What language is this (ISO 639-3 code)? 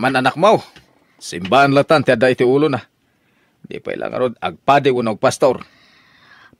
ilo